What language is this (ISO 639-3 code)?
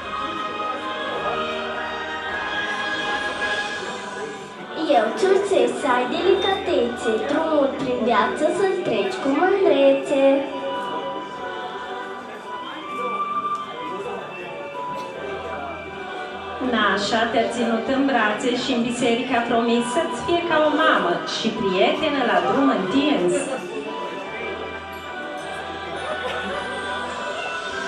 ron